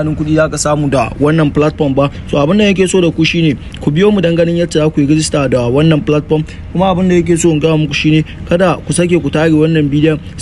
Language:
Hausa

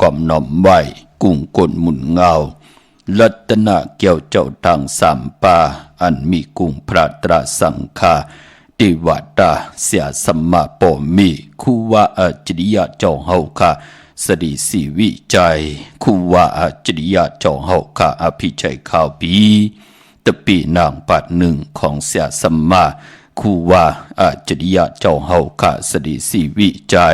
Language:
Shan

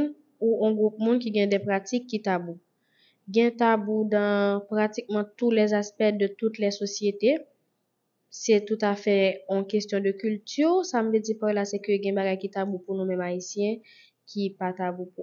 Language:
Haitian Creole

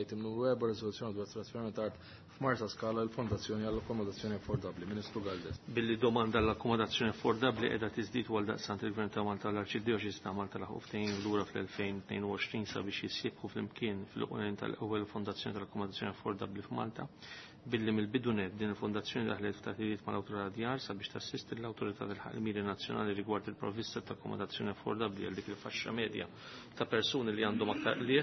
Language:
Maltese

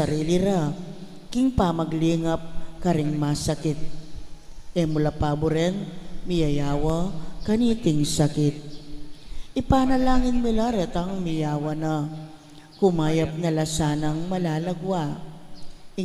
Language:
Pampanga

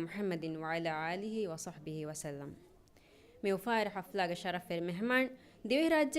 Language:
Divehi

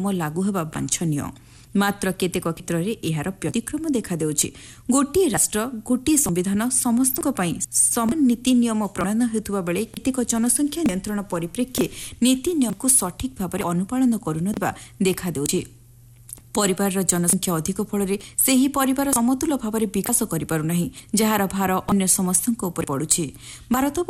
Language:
Odia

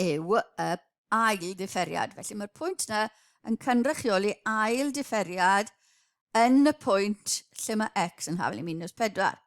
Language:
Welsh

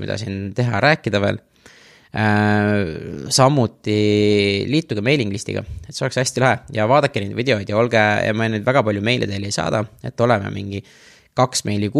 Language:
Estonian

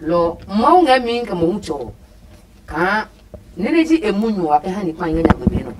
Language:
Adangme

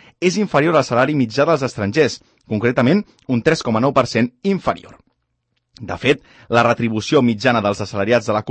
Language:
Catalan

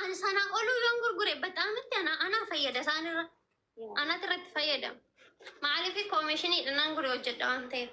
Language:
Oromo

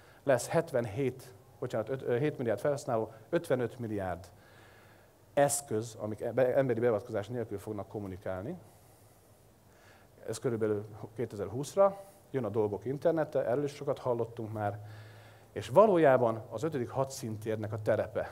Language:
Hungarian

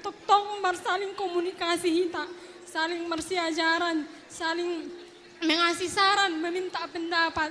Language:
Batak Toba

